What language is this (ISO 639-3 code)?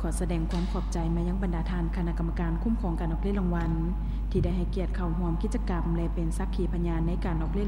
lao